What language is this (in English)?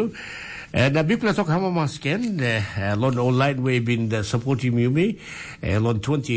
Tok Pisin